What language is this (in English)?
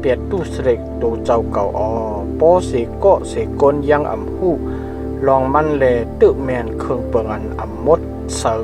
Shan